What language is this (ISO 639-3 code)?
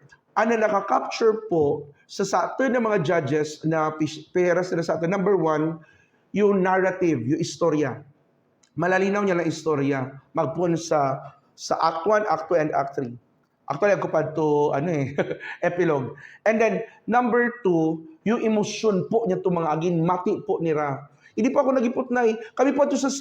ubl